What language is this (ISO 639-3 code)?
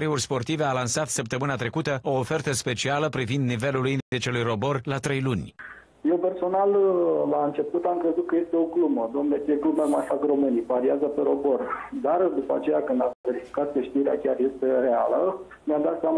ron